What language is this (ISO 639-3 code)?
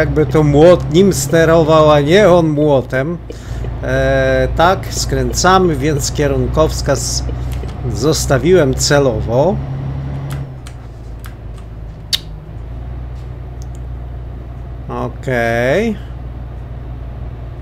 pol